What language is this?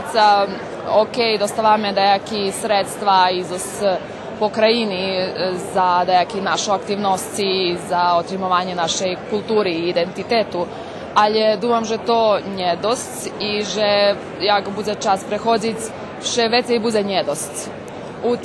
Rusyn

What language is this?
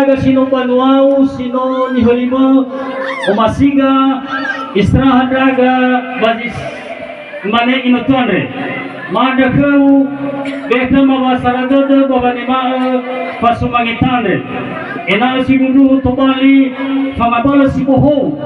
Nias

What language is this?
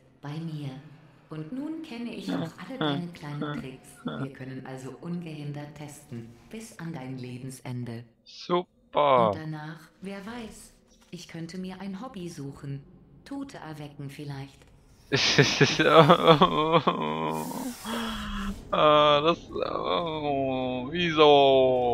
Swiss German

